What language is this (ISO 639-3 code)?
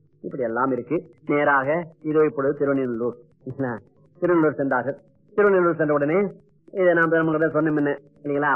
tam